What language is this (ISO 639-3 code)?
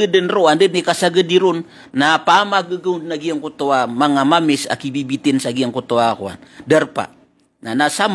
mrw